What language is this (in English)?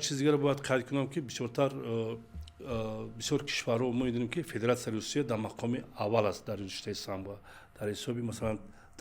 Tajik